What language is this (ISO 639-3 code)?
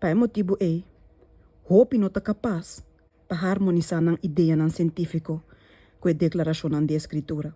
pap